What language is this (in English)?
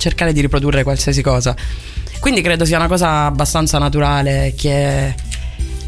Italian